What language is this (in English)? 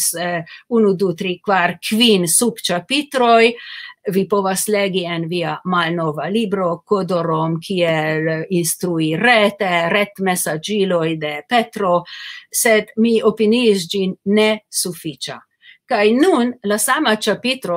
Esperanto